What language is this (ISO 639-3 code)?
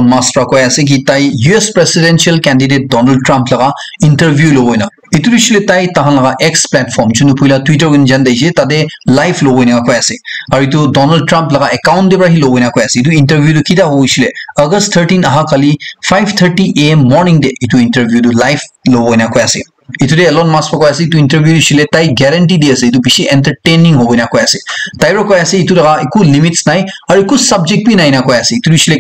nag